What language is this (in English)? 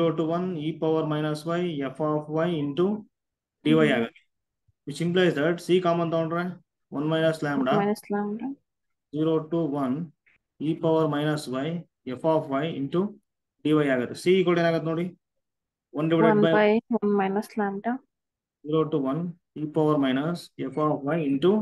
Kannada